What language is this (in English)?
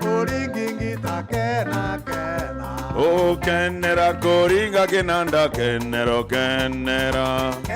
Meru